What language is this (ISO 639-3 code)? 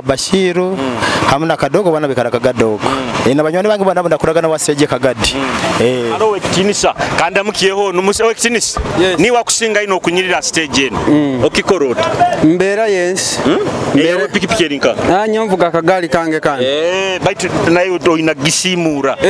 nyo